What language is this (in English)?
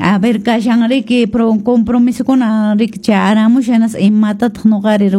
Quechua